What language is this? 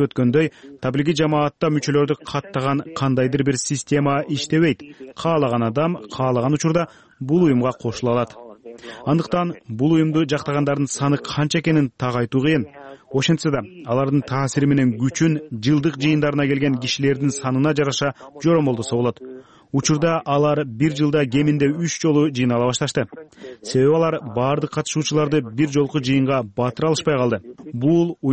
Kyrgyz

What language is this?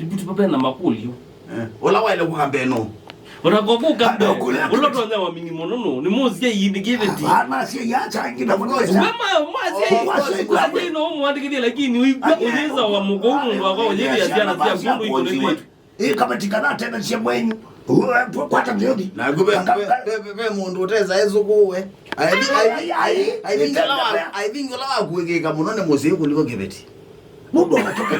Kamba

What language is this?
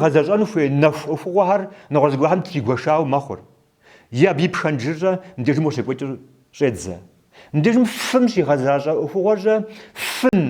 Kabardian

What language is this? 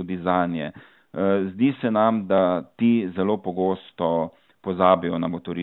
Slovenian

